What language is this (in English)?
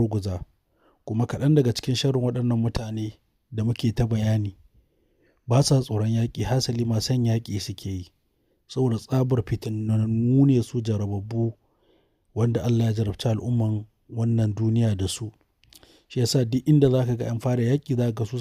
Hausa